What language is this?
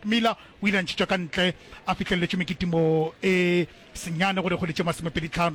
Northern Sotho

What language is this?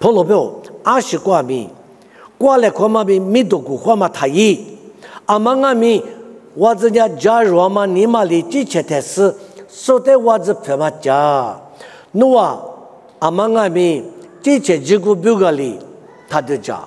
Lisu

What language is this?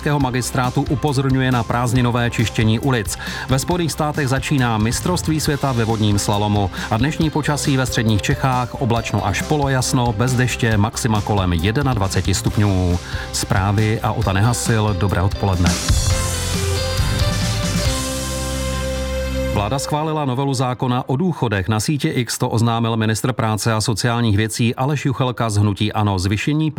Czech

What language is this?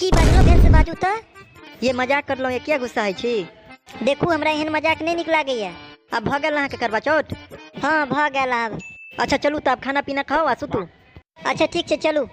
Maithili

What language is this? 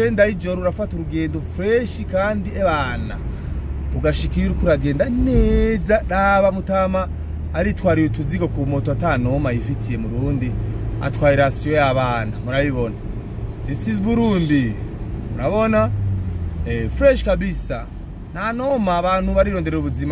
Rundi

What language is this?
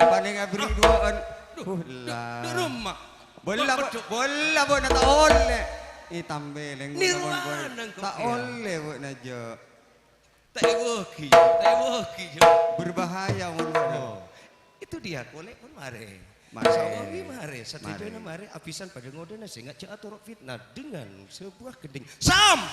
Madurese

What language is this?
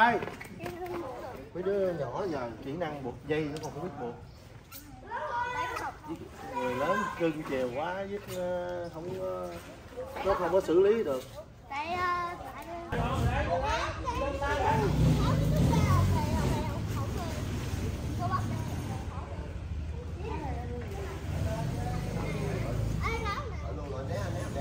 Vietnamese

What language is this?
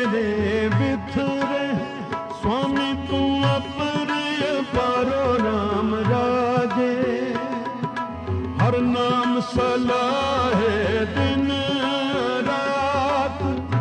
Punjabi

